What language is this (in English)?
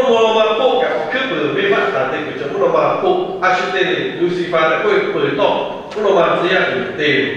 Lahu